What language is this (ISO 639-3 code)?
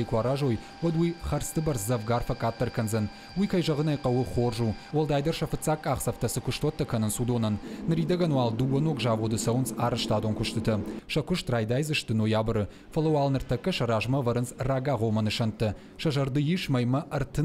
oss